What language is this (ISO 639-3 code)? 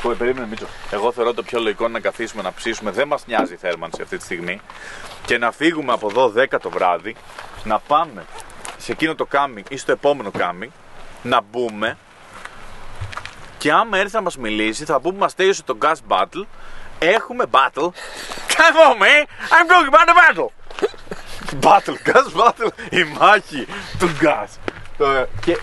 ell